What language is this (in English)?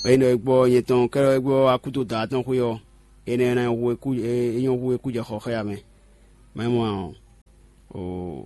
Fon